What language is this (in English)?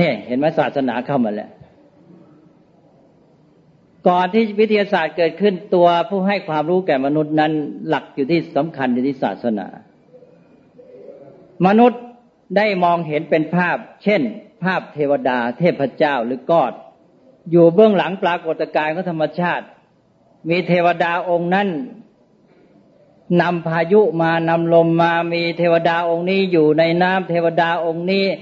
Thai